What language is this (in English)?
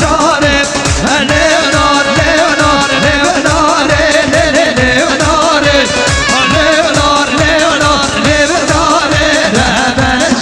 Kurdish